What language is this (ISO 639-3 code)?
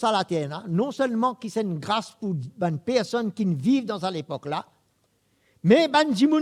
mfe